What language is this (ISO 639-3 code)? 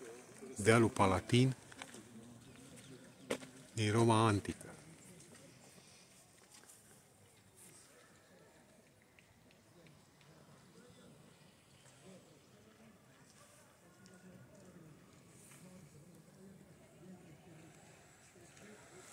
ron